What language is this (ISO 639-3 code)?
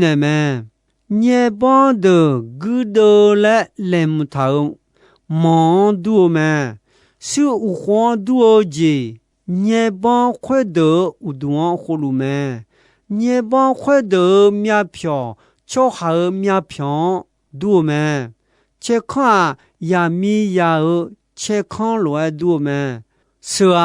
ahk